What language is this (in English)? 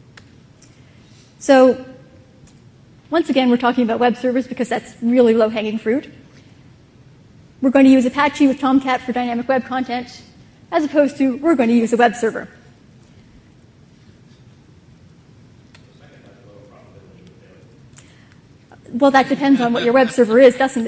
English